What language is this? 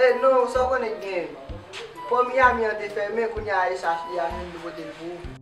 Haitian Creole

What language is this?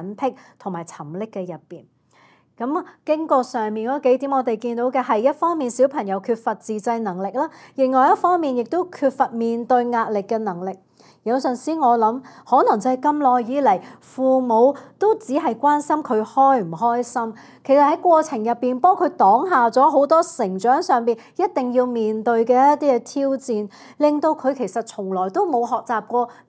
Cantonese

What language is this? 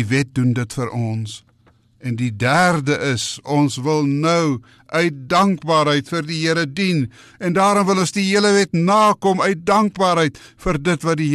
Afrikaans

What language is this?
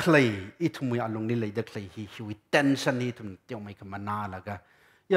Tangkhul Naga (India)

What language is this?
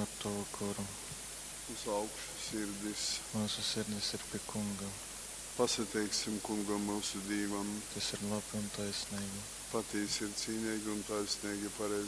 Latgalian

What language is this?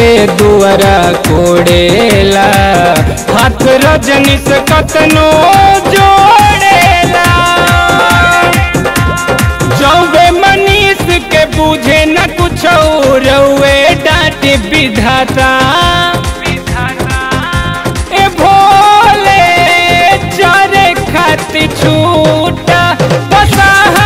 Bhojpuri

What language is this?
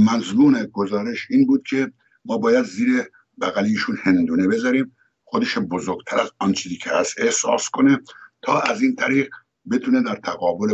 Persian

